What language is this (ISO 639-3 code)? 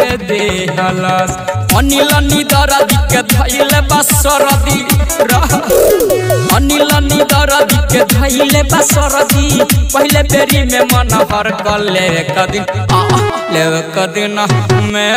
bho